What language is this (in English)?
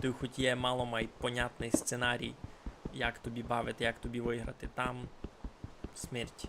Rusyn